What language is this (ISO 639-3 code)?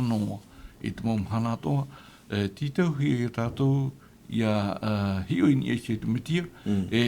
tah